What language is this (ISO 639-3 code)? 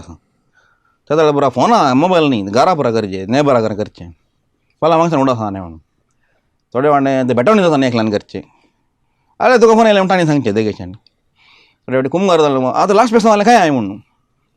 kok